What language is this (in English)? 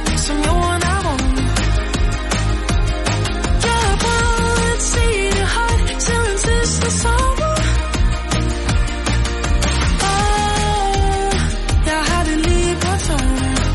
Danish